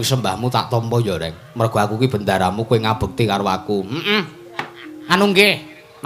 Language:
Javanese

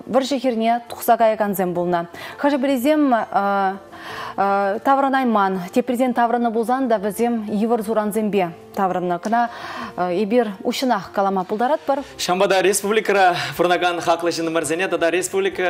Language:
Chuvash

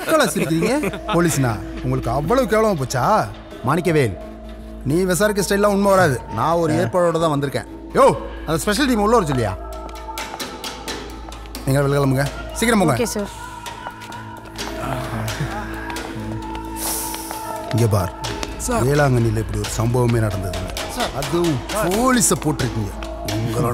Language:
Tamil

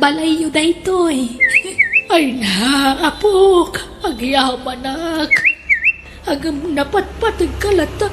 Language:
Iloko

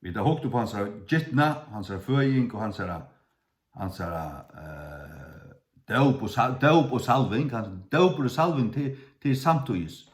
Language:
Faroese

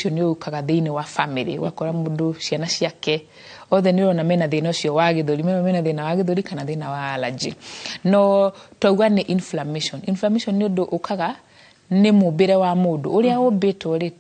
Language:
Kikuyu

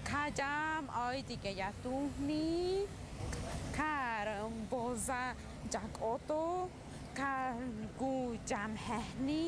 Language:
Querétaro Otomi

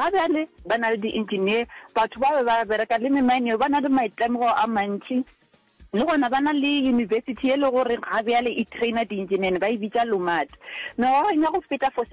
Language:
Northern Sotho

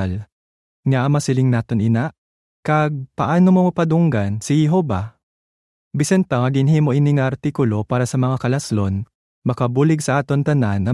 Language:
Hiligaynon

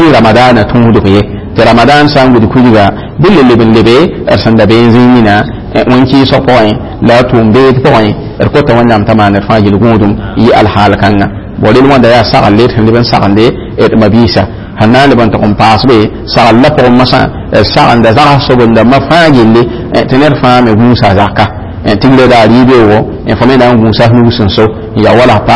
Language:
Mossi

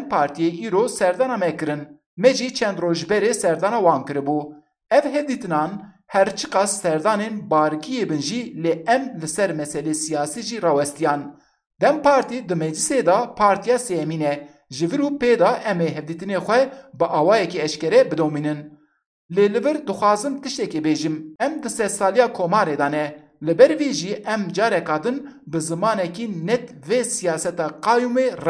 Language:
Kurdish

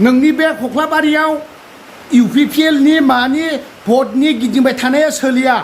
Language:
Bodo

